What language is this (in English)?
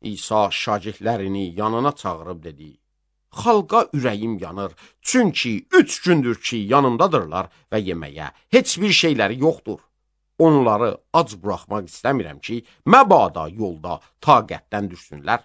Azerbaijani